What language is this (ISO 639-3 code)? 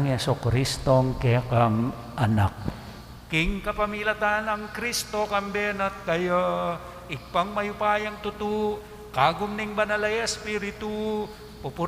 pam